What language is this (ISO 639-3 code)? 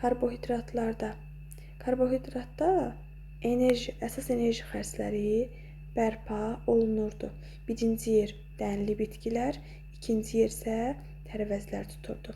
aze